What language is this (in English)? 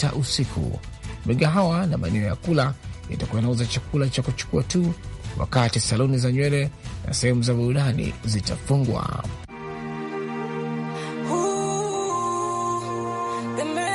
Swahili